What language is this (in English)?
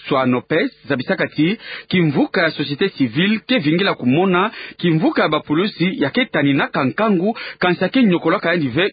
Kituba (Democratic Republic of Congo)